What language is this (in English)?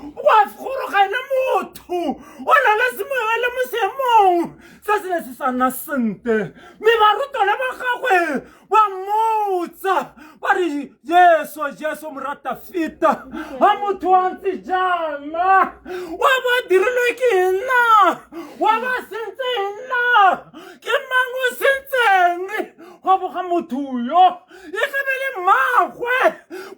Tswana